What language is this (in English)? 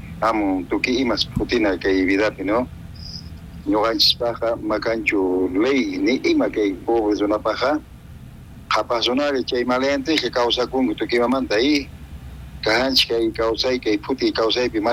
South Bolivian Quechua